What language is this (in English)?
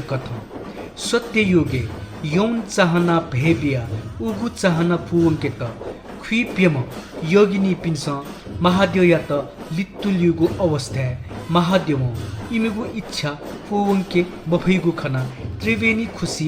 Newari